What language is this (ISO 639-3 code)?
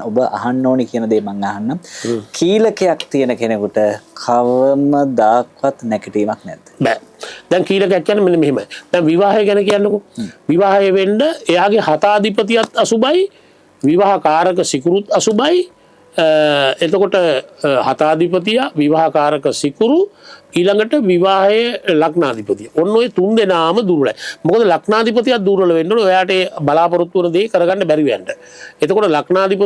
sin